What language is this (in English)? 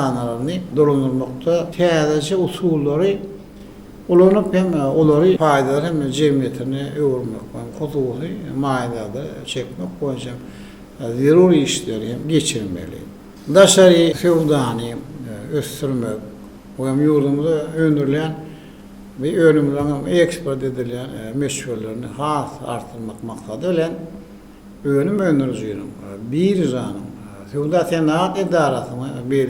Turkmen